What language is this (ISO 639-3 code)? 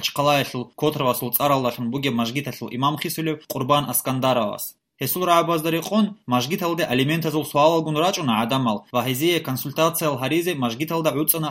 ava